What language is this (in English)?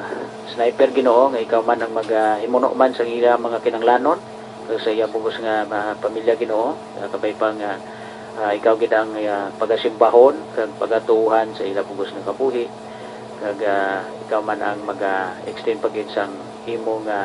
Hiligaynon